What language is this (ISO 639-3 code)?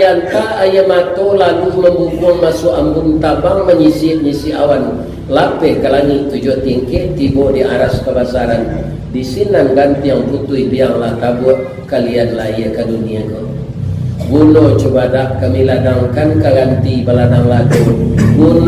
min